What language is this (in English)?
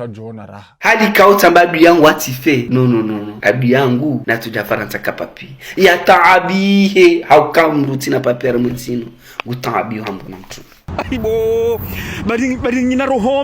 Ngazidja Comorian